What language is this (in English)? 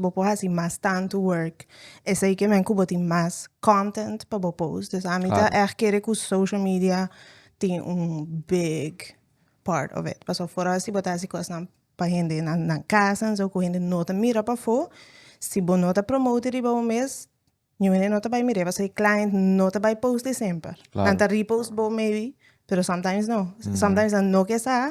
Papiamento